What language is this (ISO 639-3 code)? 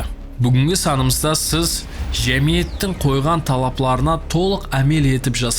kaa